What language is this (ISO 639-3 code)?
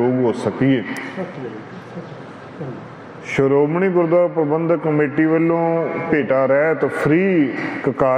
pan